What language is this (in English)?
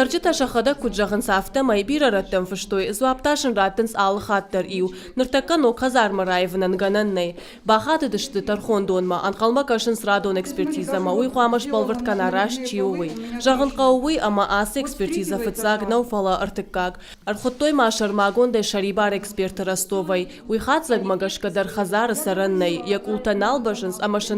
Ossetic